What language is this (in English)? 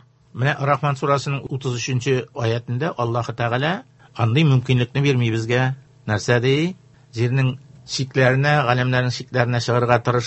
Tatar